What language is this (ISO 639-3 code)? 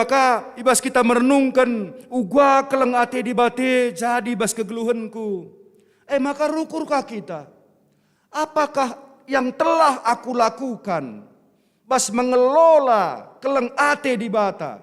btx